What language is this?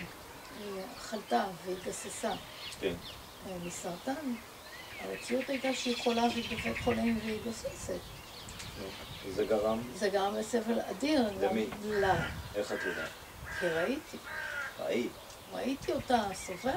Hebrew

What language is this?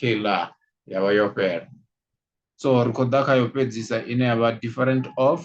Venda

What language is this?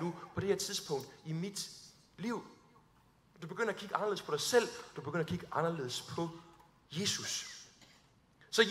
Danish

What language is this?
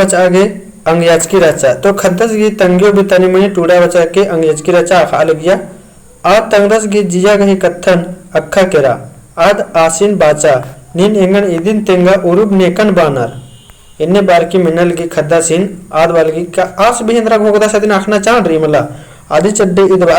Kurukh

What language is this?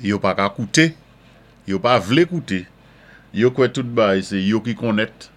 Saint Lucian Creole French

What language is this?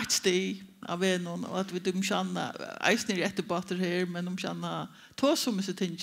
Faroese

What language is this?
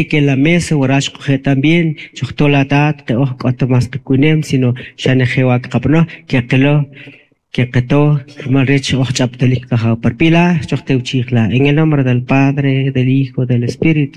Kʼicheʼ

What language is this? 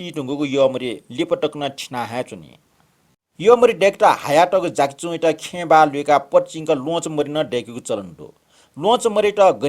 Newari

